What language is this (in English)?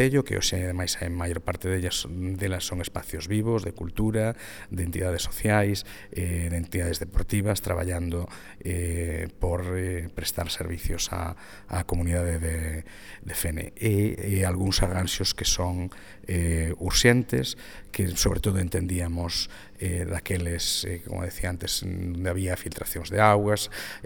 Galician